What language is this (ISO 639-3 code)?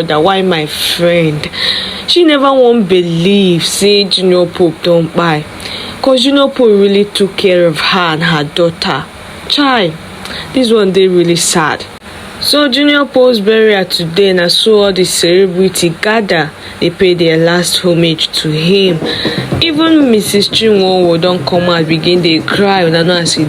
pcm